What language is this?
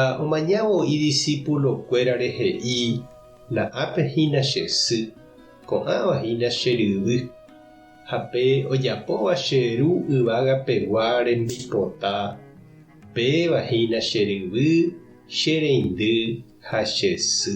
Guarani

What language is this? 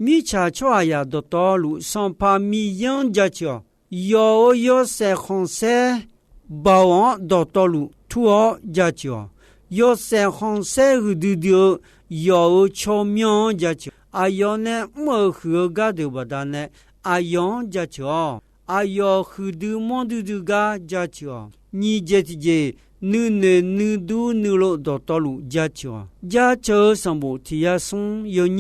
Akha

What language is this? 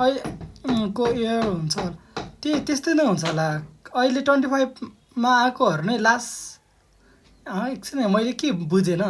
Nepali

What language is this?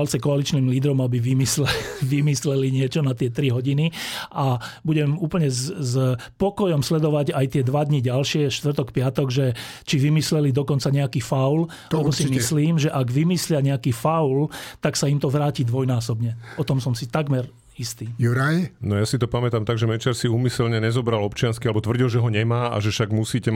Slovak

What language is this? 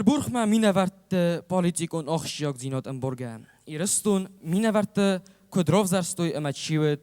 Ossetic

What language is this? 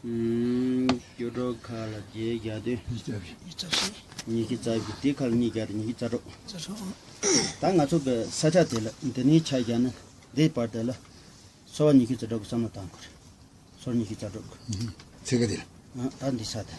Tibetan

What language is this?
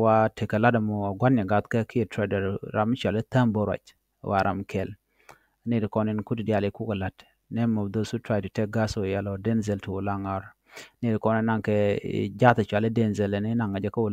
Nuer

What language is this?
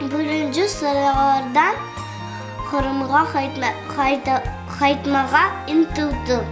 Crimean Tatar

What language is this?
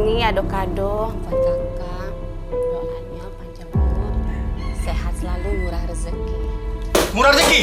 Musi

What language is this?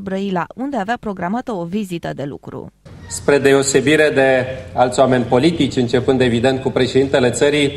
Romanian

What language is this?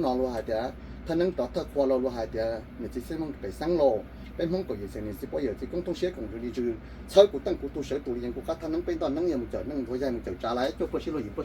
Hmong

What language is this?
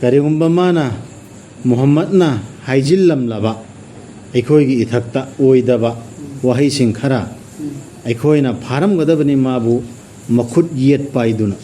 Manipuri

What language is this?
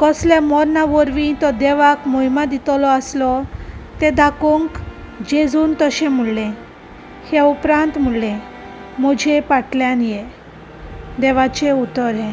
Konkani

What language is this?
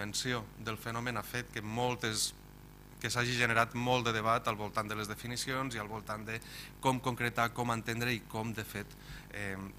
Catalan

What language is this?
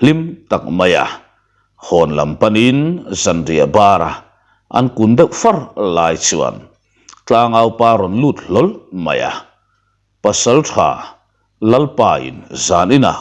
Mizo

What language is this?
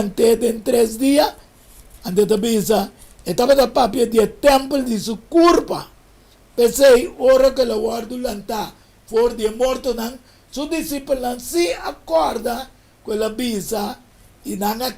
Papiamento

